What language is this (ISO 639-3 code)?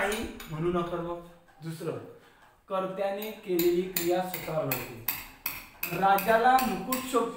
mar